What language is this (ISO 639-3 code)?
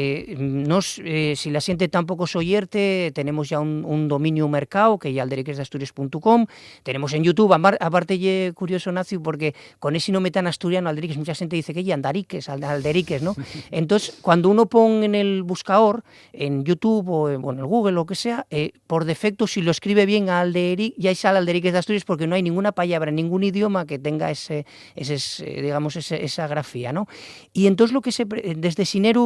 ast